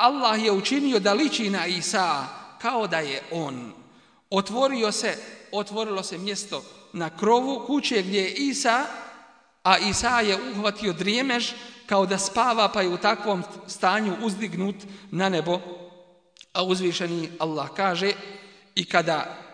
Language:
Bosnian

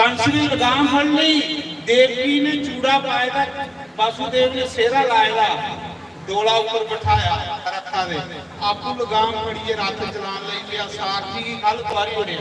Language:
Dogri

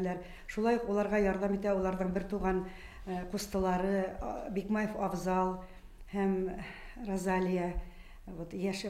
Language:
Bashkir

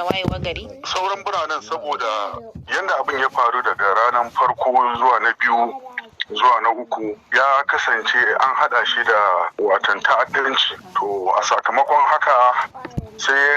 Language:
Hausa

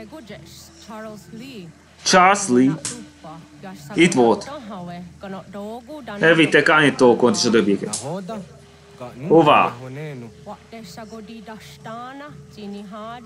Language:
Hungarian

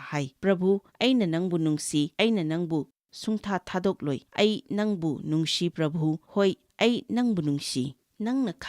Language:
Manipuri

